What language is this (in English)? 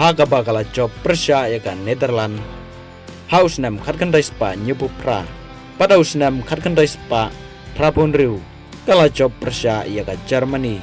Khasi